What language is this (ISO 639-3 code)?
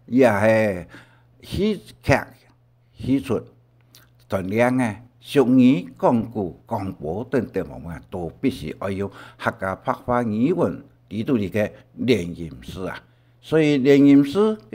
hak